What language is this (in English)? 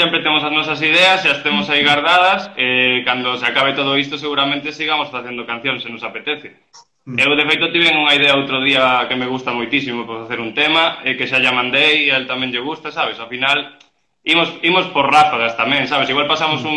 Galician